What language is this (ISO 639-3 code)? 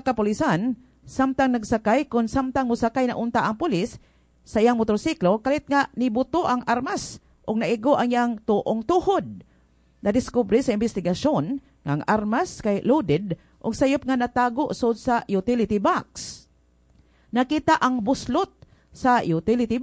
ceb